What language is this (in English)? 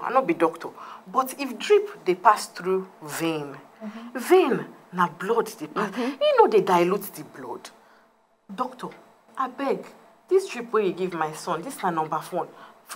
Nigerian Pidgin